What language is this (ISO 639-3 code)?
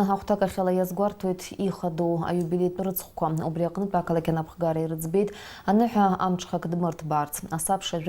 abk